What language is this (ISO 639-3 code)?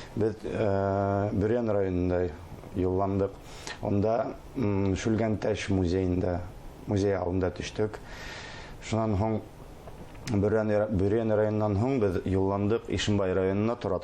bak